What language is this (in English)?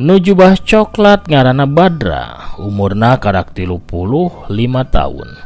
Sundanese